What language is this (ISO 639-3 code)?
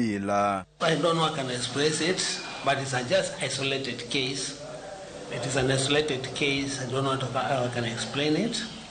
luo